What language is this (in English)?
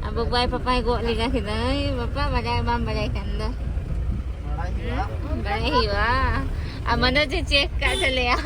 Santali